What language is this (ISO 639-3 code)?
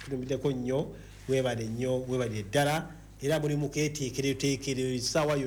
lug